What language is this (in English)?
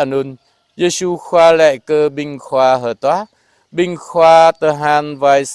Jarai